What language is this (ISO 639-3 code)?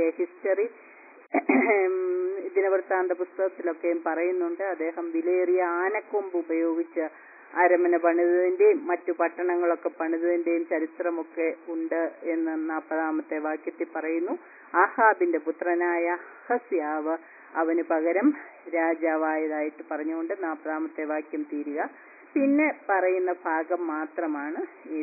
mal